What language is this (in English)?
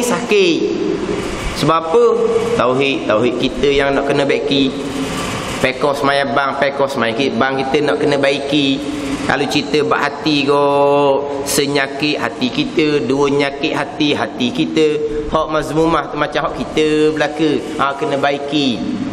Malay